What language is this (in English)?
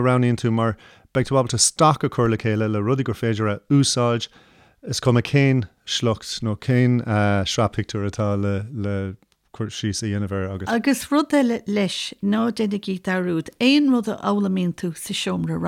Irish